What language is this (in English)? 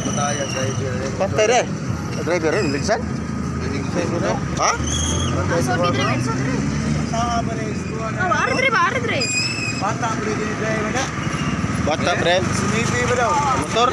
Cebuano